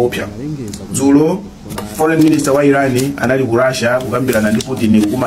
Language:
Nyanja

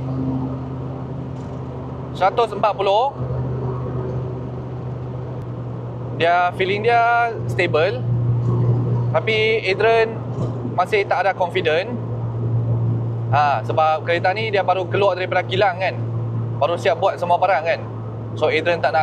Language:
Malay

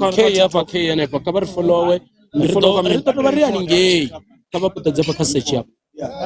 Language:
Venda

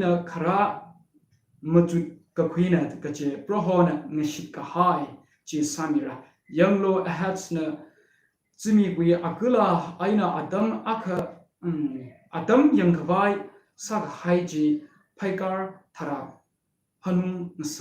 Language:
Tangkhul Naga (India)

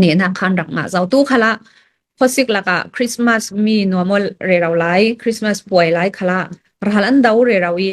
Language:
Hakha Chin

